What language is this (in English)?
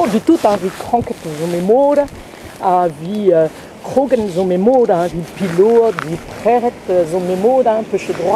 Breton